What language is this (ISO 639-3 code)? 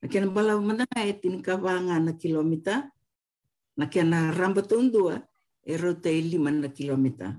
fij